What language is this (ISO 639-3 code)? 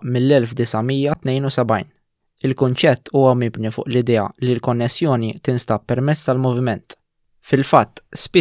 mlt